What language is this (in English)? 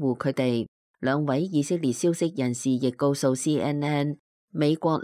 Cantonese